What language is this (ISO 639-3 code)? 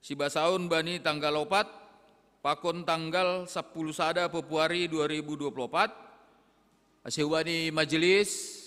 bts